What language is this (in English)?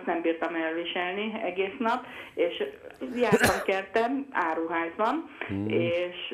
Hungarian